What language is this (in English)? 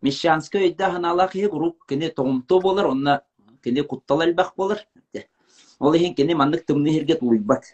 Yakut